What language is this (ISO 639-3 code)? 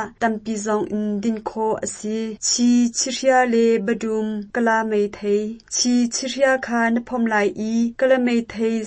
cnh